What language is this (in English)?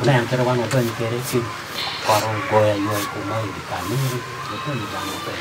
Acoli